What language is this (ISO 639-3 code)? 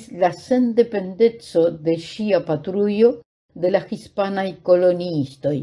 epo